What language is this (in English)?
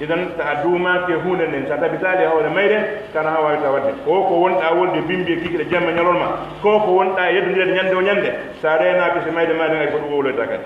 Pular